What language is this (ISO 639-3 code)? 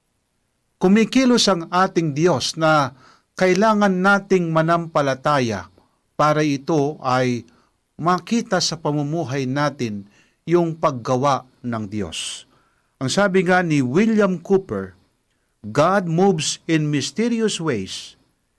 fil